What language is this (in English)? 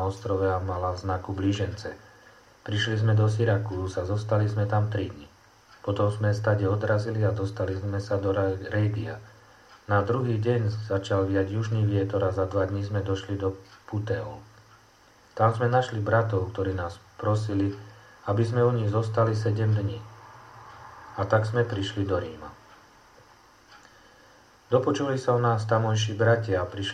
Slovak